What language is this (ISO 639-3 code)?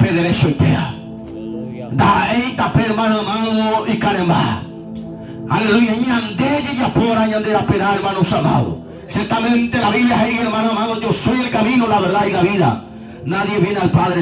grn